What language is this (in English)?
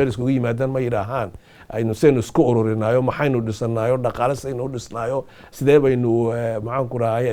Somali